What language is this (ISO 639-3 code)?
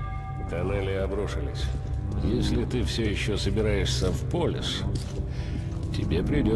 rus